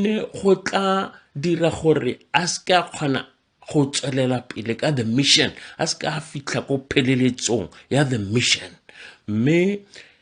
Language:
Tswana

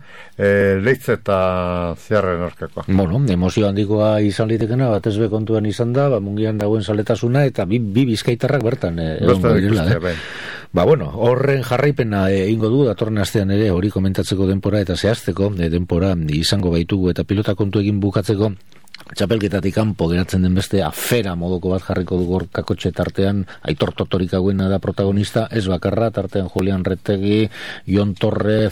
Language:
Basque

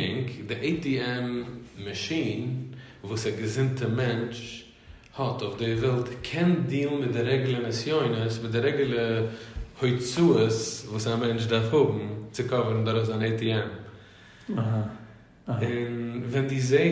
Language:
Yiddish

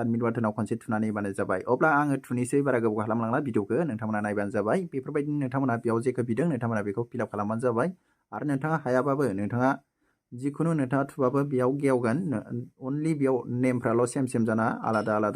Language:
Bodo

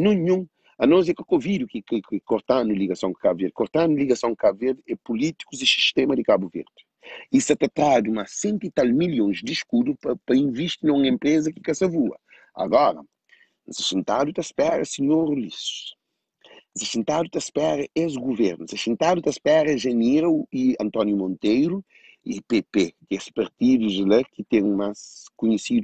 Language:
Kabuverdianu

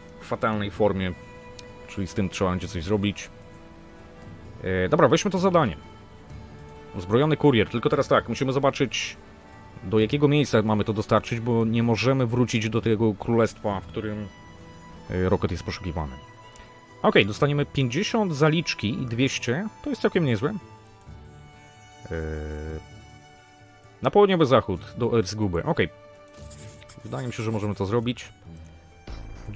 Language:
Polish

